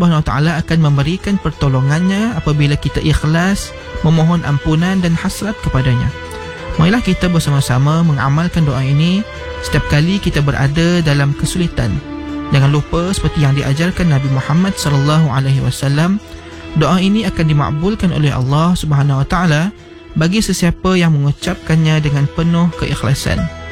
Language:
Malay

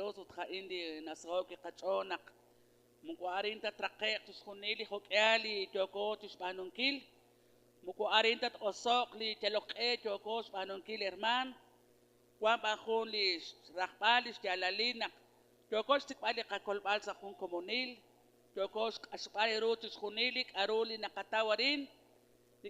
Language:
Kekchí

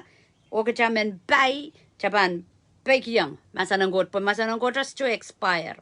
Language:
Pohnpeian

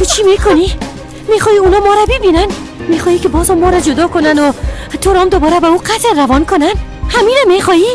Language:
Persian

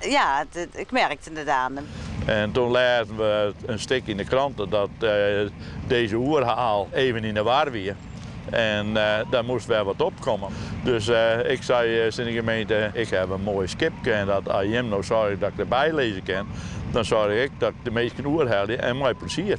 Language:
Western Frisian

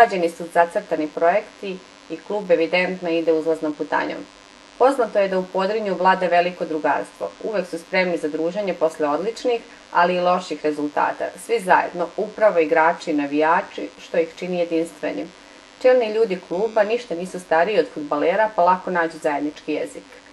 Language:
Serbian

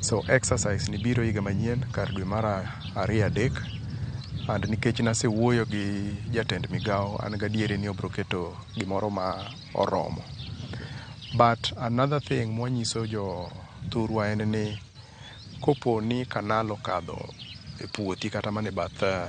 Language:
Luo (Kenya and Tanzania)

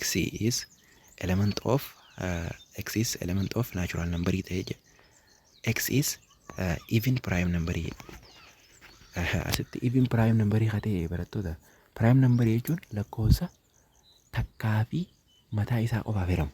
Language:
Oromo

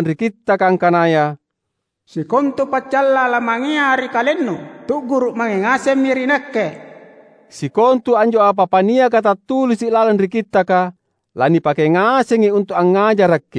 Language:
Makasar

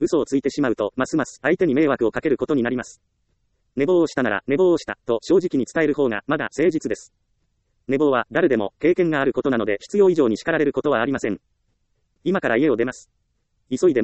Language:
Japanese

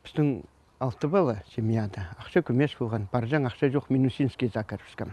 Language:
Khakas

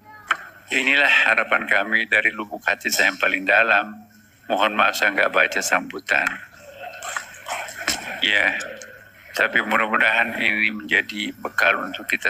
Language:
Indonesian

